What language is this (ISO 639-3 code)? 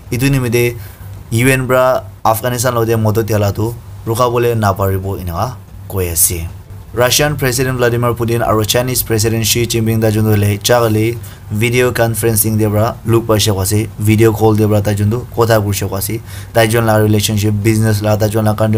nag